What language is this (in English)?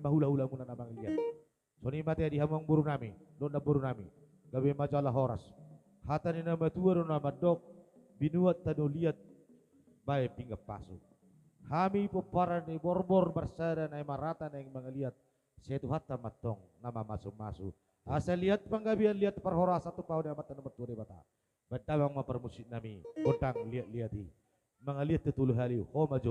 Batak Toba